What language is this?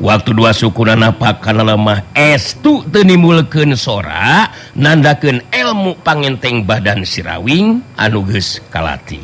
Sundanese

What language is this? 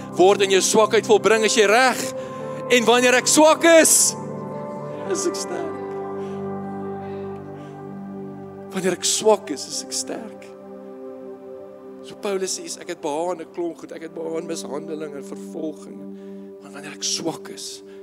Afrikaans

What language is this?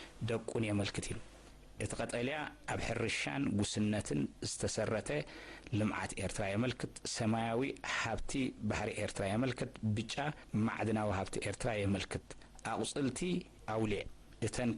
Tigrinya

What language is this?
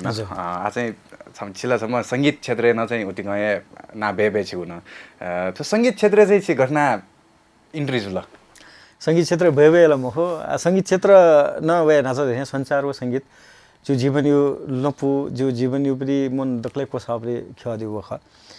Newari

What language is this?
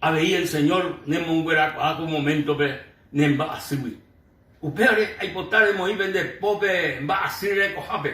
Guarani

